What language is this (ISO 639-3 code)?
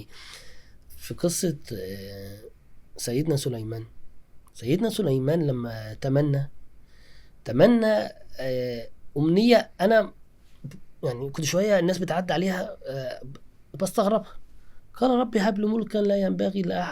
arz